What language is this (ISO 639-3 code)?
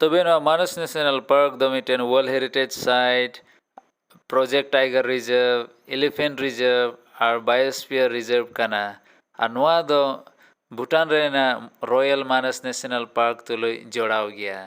sat